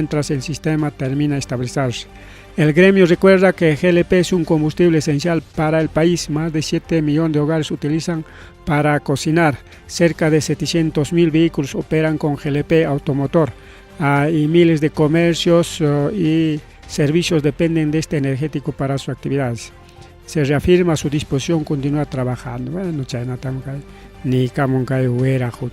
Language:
Ayacucho Quechua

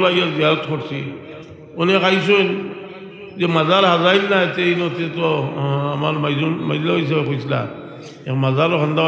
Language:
Sylheti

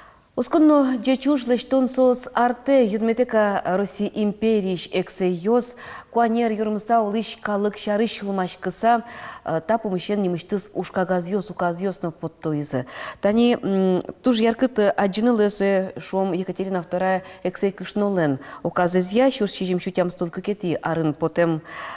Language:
Udmurt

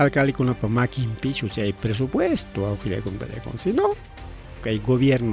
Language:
Ayacucho Quechua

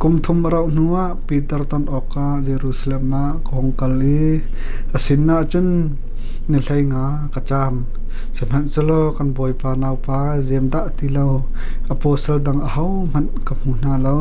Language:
Hakha Chin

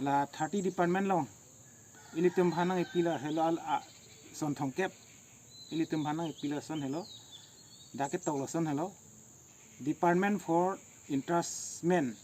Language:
Karbi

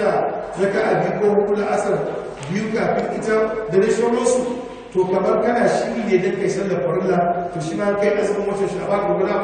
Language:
Hausa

